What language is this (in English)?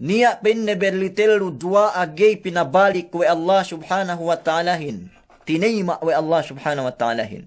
Yakan